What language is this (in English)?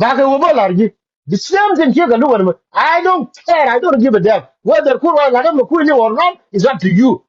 Nuer